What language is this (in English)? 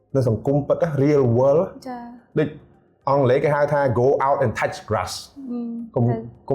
Khmer